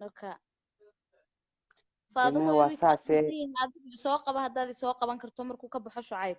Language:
Somali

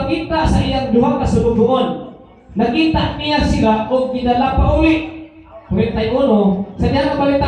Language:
Cebuano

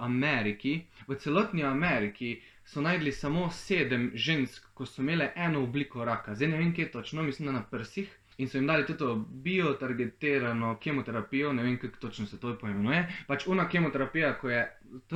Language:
Slovenian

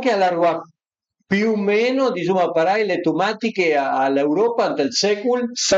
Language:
Piedmontese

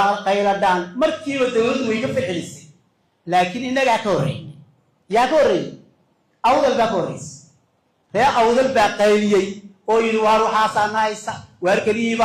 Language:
Somali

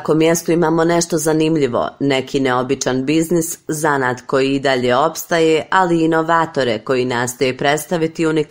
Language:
Bosnian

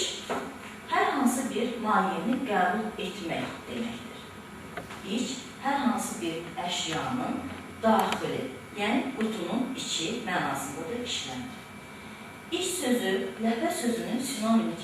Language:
Azerbaijani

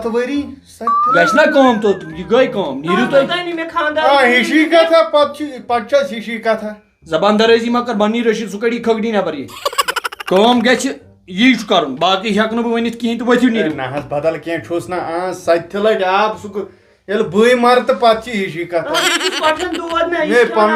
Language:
Kashmiri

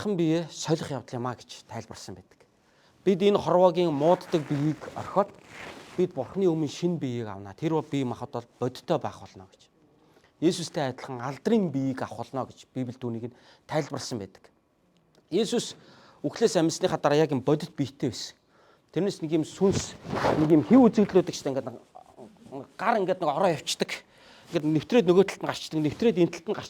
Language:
Mongolian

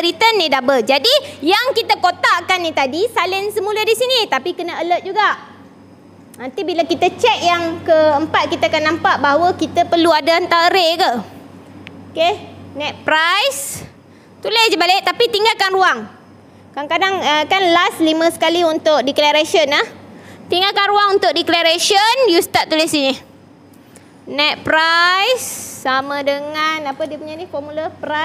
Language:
Malay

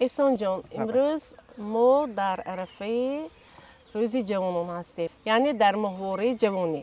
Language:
Tajik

